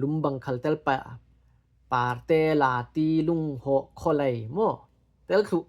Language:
Falam Chin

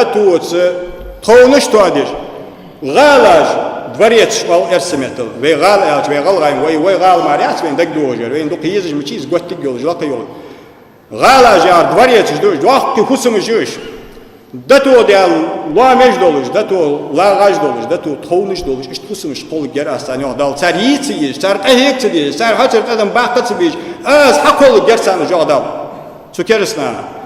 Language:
Ingush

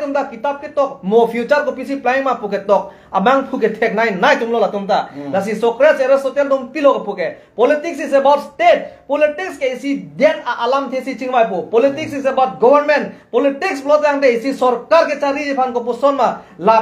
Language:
Karbi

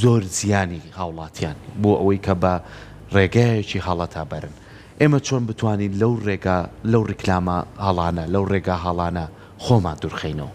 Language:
Central Kurdish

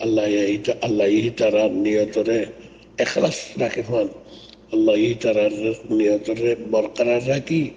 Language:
Rohingya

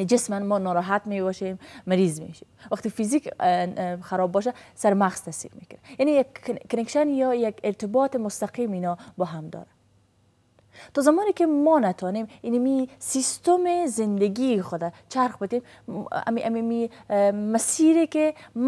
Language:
Persian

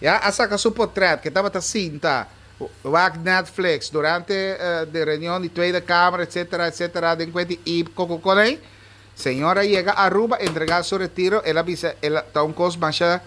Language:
Papiamento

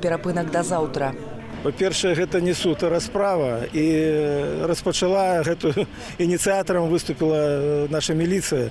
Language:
Belarusian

